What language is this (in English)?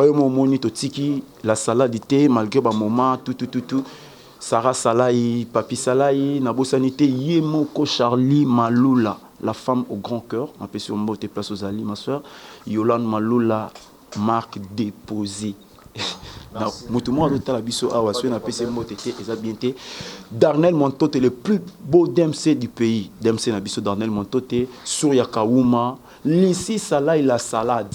Lingala